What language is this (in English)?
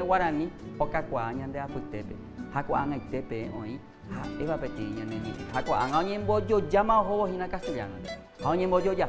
Guarani